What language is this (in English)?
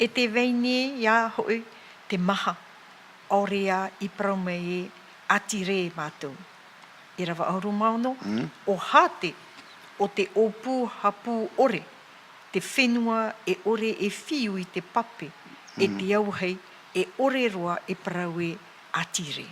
Tahitian